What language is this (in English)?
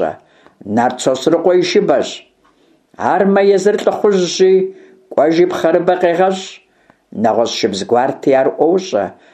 Kabardian